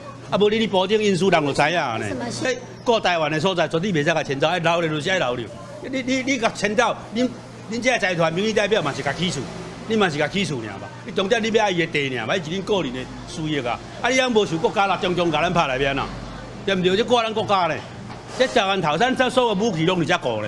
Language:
Min Nan Chinese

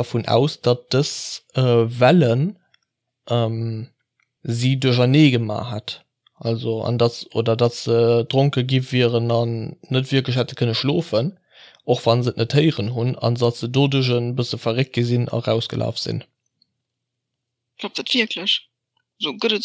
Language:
Luxembourgish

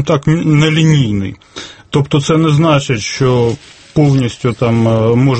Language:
Ukrainian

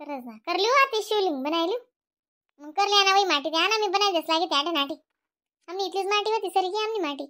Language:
Khandesi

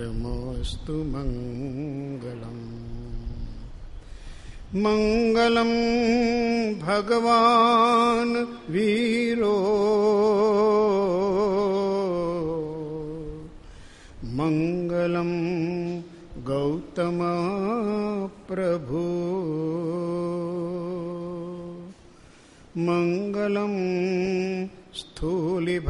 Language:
Gujarati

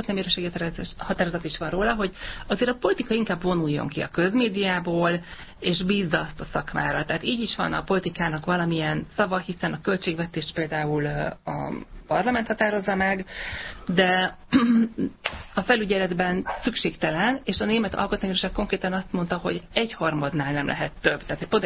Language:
Hungarian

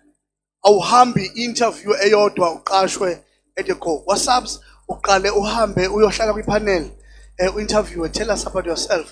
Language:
Zulu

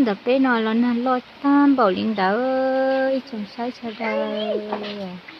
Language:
Hmong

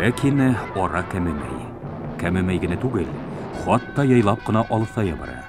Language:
Bashkir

